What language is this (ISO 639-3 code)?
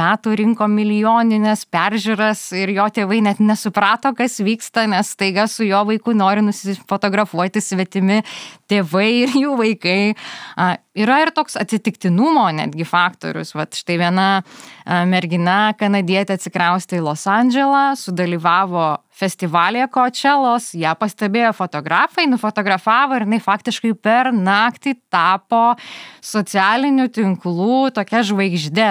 lit